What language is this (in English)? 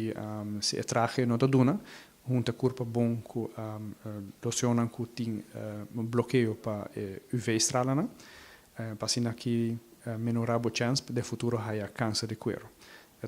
Papiamento